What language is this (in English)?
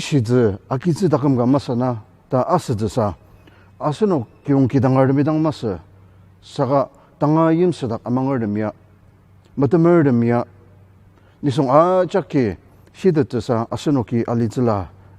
Ao Naga